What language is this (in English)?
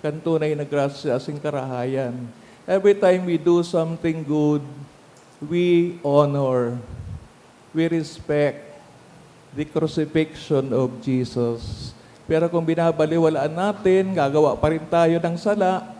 Bikol